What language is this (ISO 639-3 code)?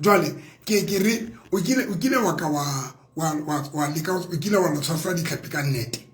sot